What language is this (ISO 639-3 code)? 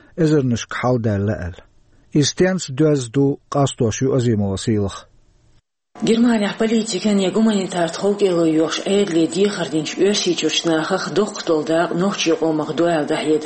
che